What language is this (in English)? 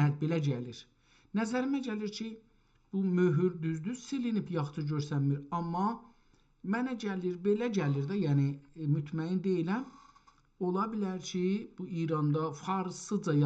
South Azerbaijani